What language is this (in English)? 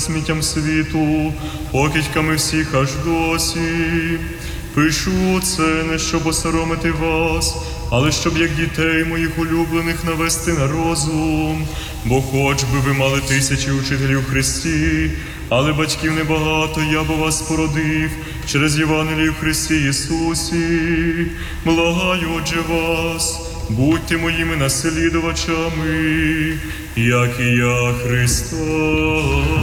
Ukrainian